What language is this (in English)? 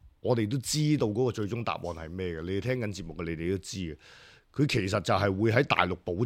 Cantonese